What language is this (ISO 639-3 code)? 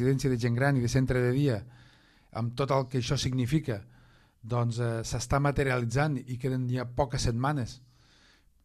cat